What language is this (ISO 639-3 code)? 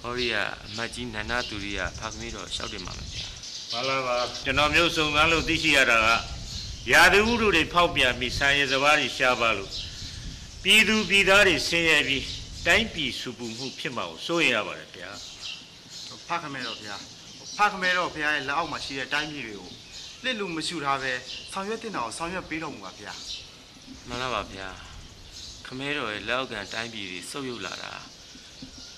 mya